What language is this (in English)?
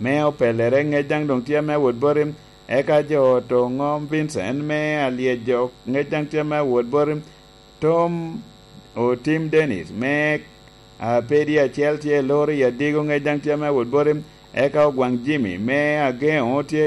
Lango (Uganda)